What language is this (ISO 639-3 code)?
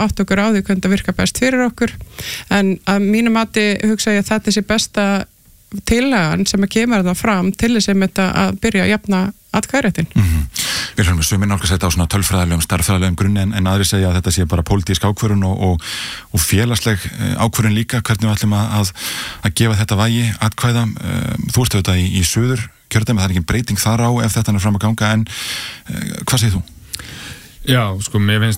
isl